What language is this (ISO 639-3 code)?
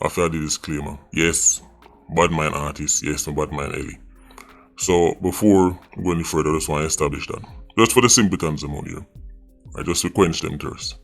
jam